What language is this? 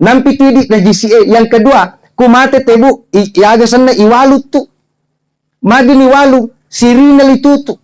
Buginese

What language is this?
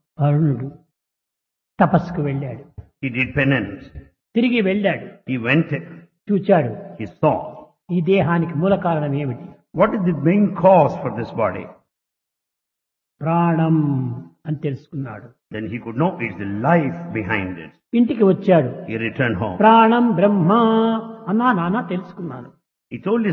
Telugu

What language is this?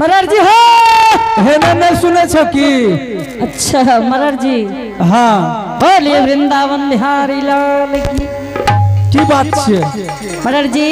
Angika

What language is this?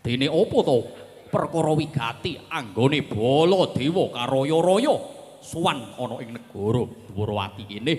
Javanese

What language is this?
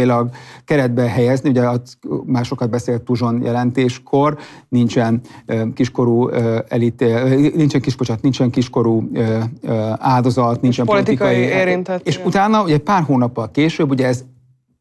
Hungarian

